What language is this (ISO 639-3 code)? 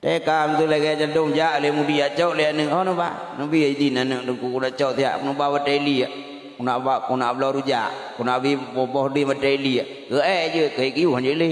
ace